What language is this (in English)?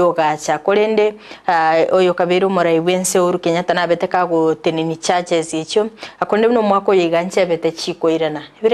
Gusii